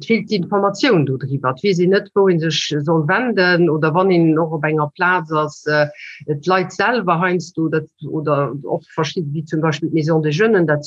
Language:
Luxembourgish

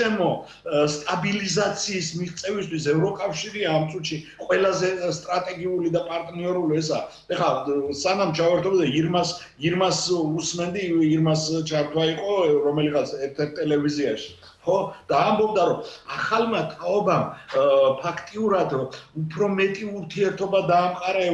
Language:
Georgian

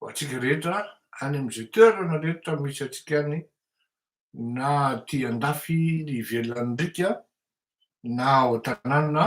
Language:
Malagasy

